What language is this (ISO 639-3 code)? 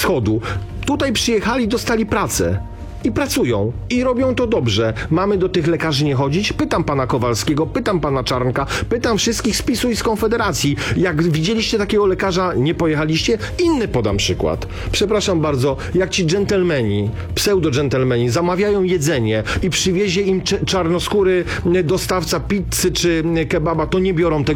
pol